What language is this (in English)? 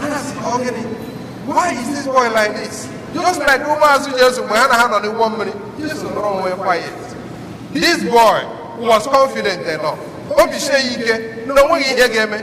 Igbo